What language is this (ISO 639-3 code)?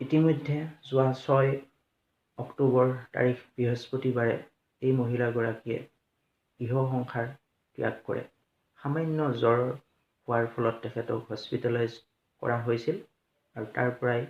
asm